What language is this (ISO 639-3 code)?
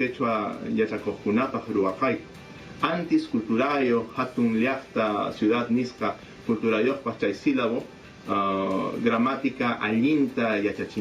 quy